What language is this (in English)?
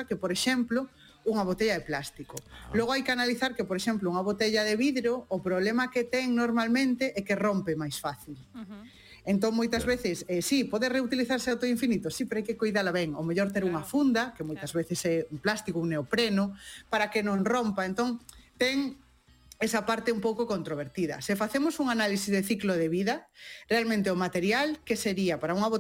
Galician